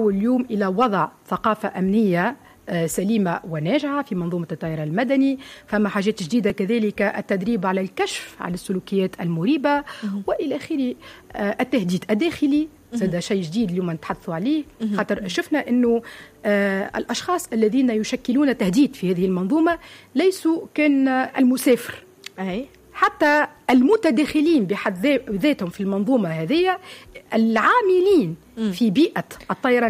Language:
Tunisian Arabic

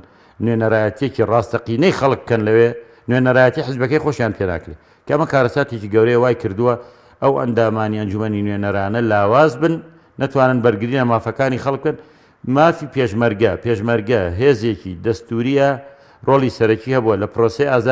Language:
Central Kurdish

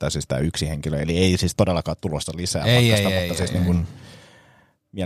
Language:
Finnish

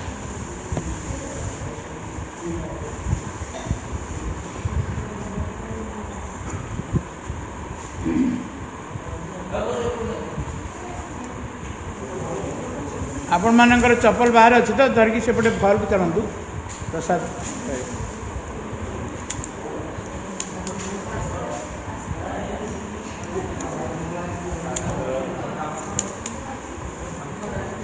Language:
Odia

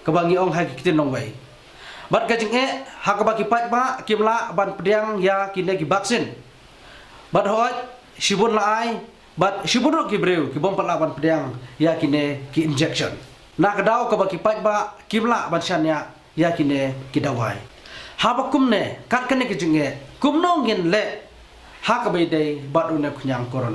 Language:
Khasi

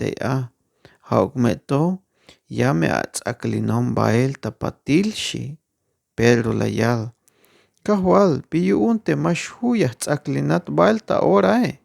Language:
Tzeltal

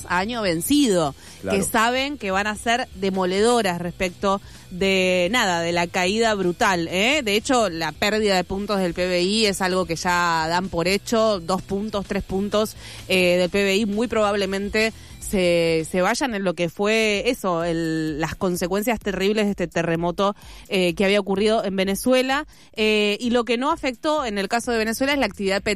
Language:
Spanish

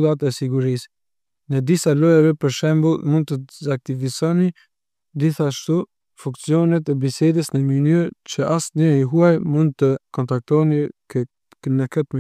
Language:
Albanian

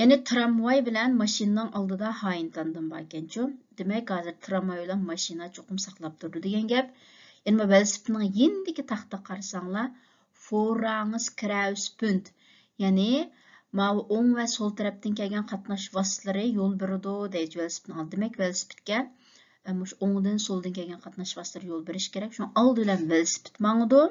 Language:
Uyghur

